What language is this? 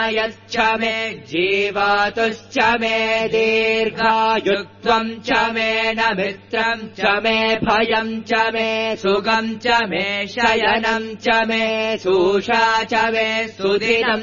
Sanskrit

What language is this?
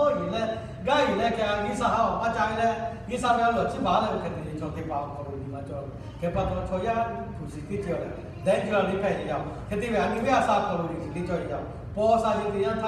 Lahu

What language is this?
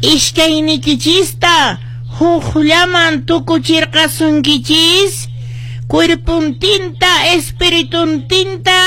Quechua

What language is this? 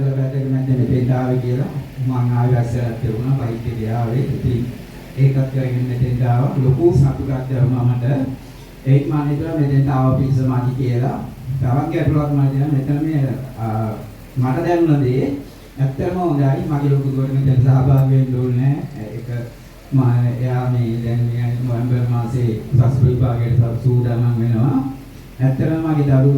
Sinhala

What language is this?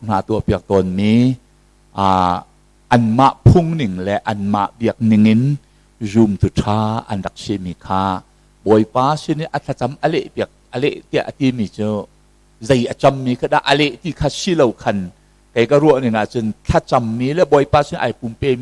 Hakha Chin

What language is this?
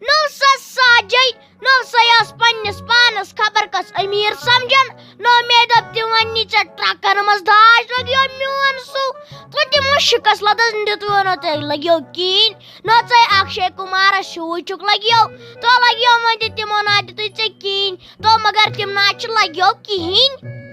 Kashmiri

